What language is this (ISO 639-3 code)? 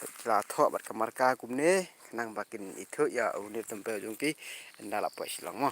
kha